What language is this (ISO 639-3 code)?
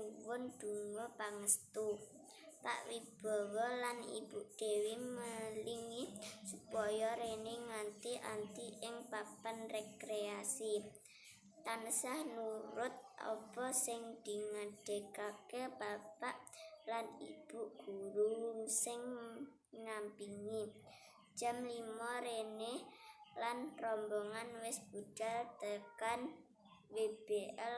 jav